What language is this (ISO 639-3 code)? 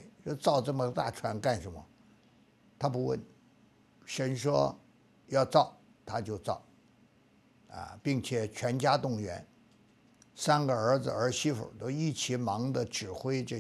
zho